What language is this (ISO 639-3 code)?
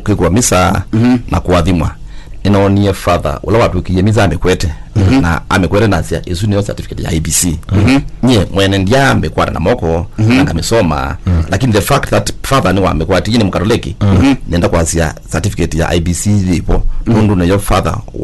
kam